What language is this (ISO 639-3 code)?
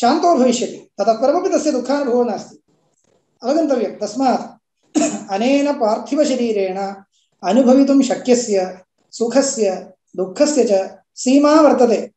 san